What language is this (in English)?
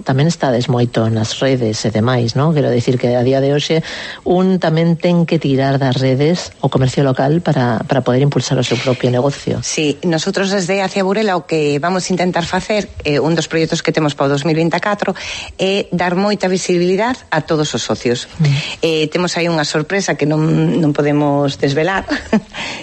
Galician